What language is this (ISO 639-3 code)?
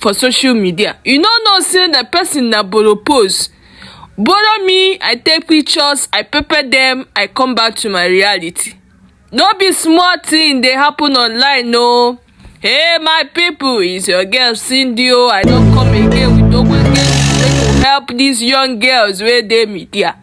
pcm